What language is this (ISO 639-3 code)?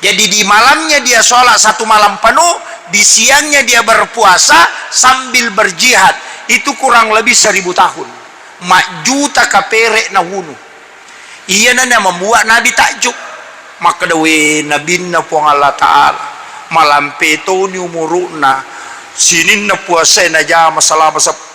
bug